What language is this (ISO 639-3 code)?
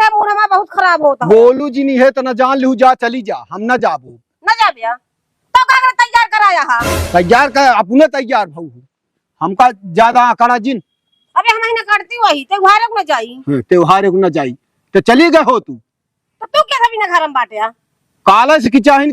awa